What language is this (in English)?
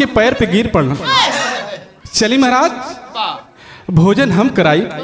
Bhojpuri